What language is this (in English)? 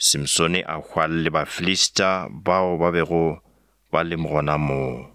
Northern Sotho